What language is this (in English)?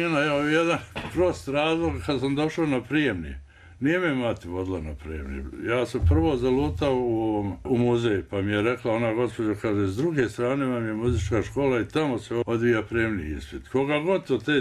Bosnian